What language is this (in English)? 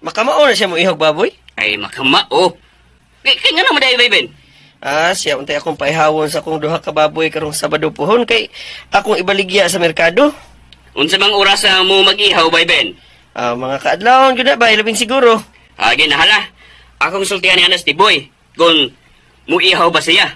Cebuano